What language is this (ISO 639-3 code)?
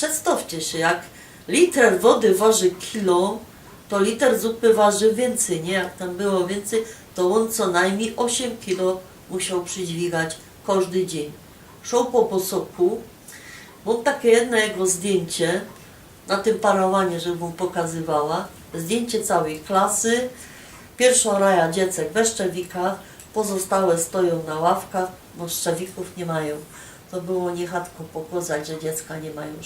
szl